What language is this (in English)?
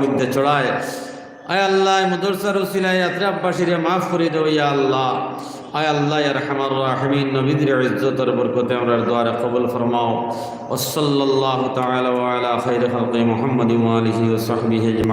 Sylheti